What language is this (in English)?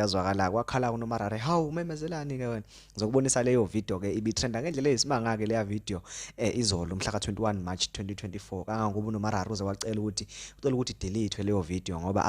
Zulu